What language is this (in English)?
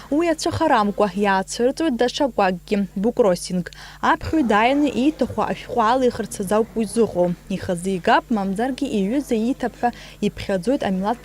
Abkhazian